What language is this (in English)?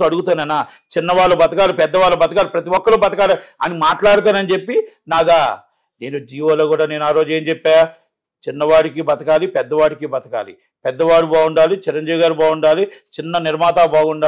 Telugu